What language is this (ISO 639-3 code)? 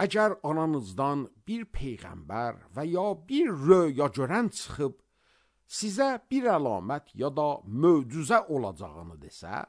aze